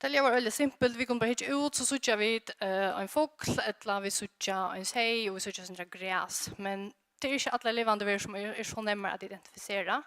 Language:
Faroese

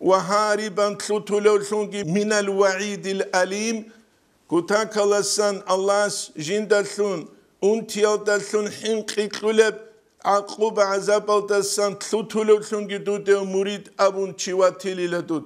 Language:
Avaric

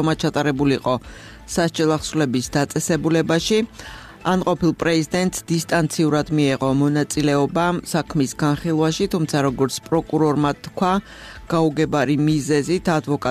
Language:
Georgian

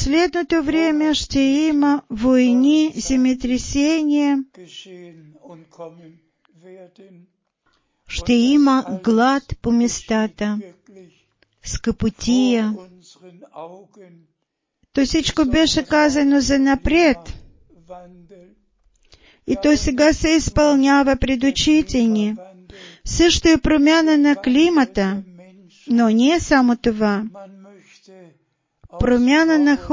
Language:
Bulgarian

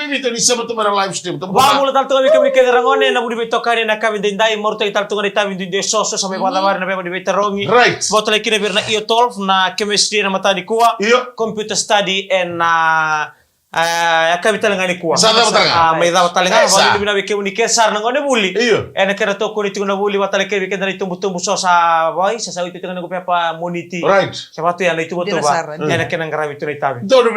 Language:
Fijian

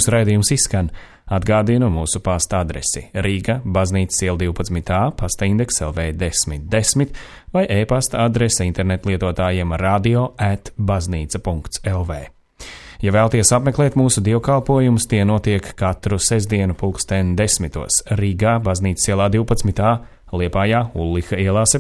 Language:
Latvian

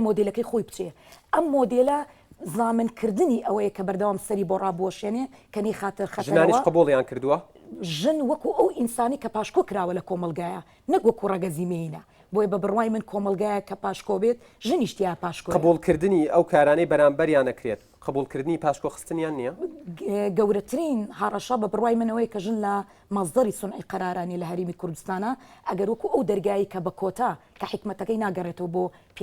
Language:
Central Kurdish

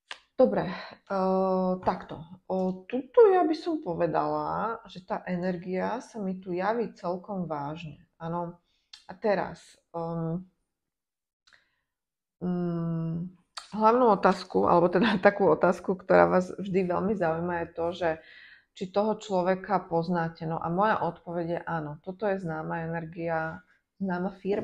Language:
Slovak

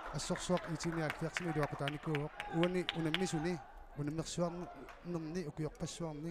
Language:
Kalaallisut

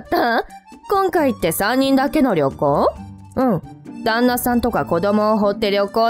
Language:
Japanese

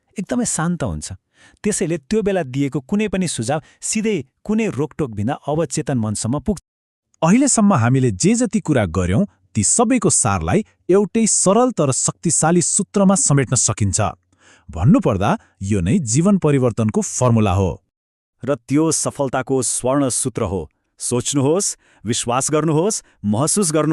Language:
Nepali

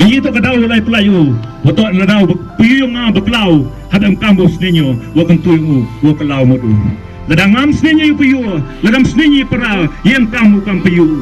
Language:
Khasi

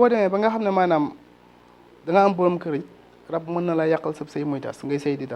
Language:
Wolof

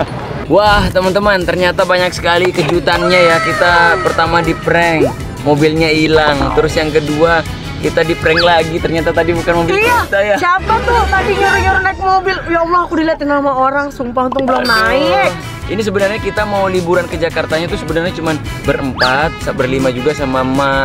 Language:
Indonesian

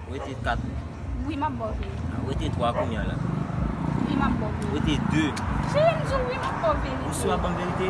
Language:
Haitian Creole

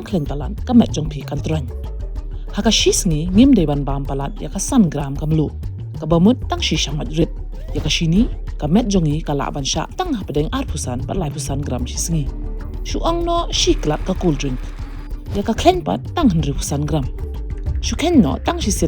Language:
Khasi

